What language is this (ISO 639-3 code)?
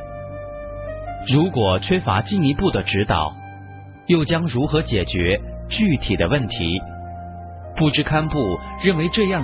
zho